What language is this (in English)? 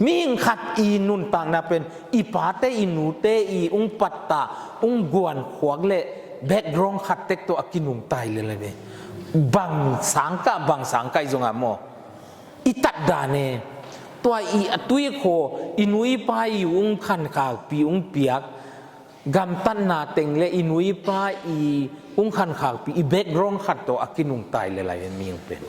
Tedim Chin